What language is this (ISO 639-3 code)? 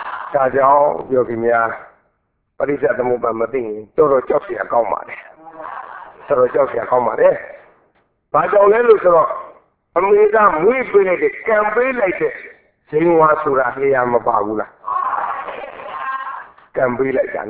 mya